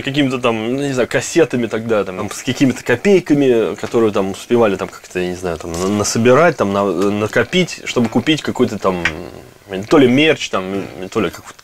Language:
Russian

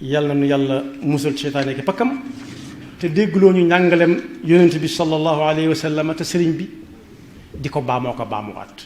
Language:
Wolof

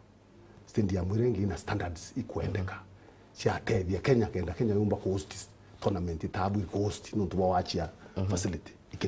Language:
Meru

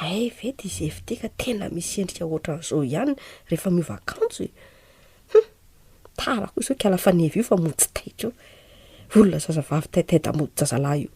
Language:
Malagasy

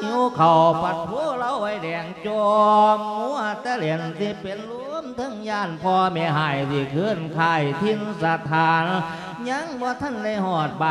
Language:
Lao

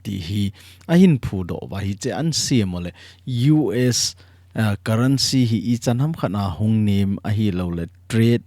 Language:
Thado Chin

